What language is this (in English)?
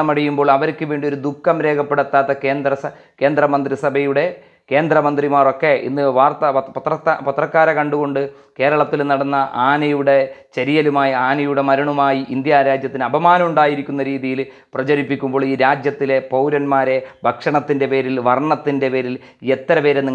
Malayalam